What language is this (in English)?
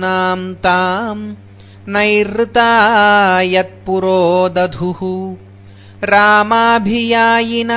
Sanskrit